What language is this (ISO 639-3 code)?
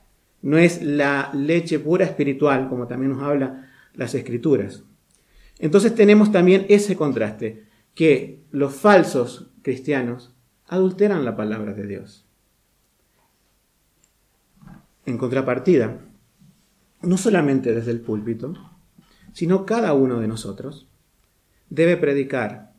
spa